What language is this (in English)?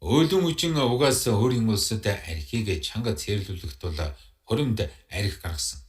Mongolian